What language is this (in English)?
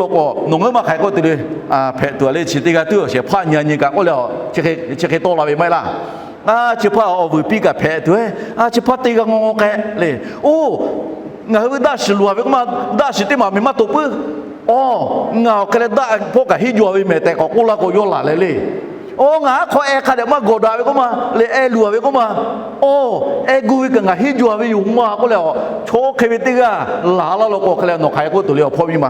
Lahu